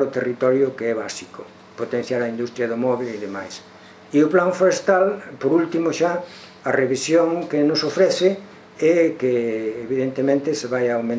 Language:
Galician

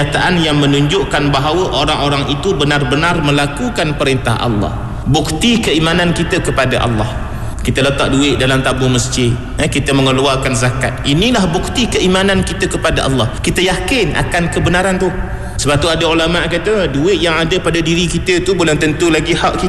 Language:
Malay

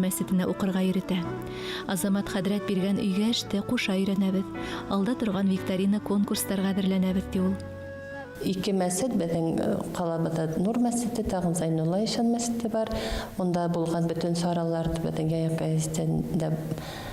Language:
Bashkir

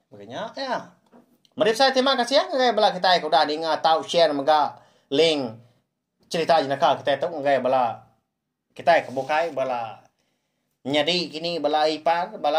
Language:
Iban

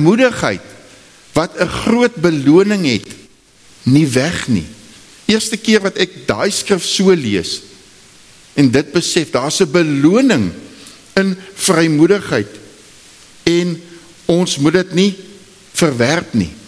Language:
Afrikaans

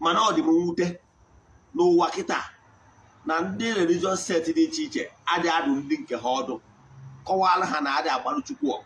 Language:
Igbo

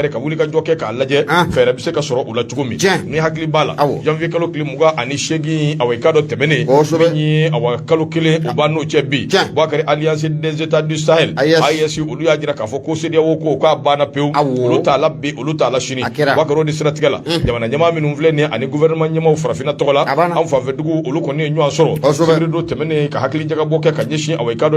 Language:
Bambara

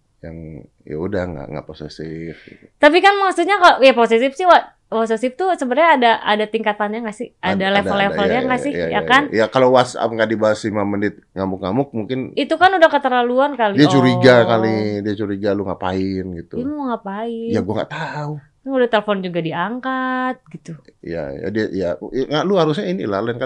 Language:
Indonesian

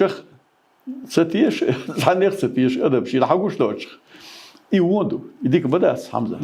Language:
Chechen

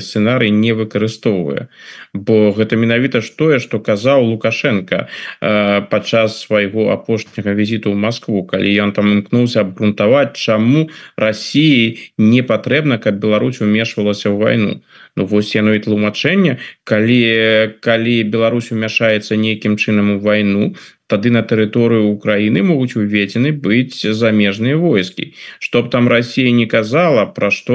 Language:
Belarusian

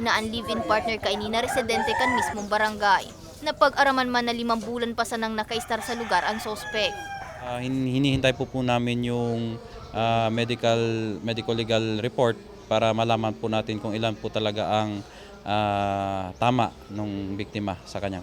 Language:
Bikol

